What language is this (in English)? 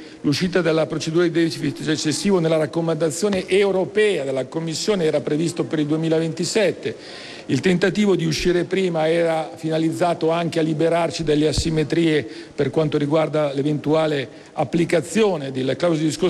Italian